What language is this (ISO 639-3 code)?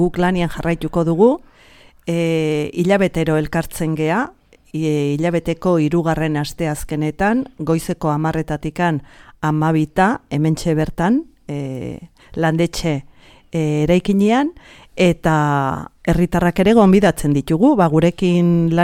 eus